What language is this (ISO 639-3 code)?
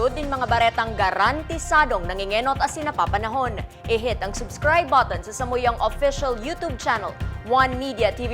bik